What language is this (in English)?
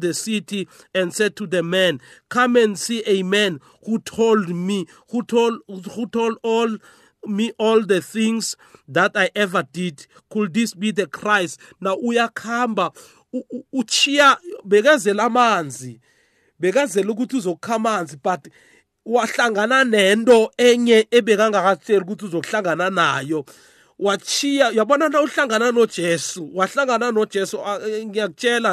South Ndebele